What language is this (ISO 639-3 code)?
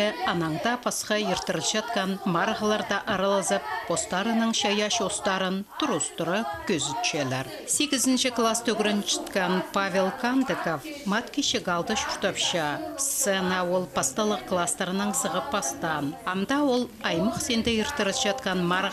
kjh